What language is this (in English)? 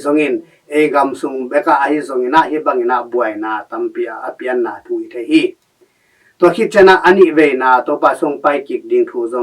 Tedim Chin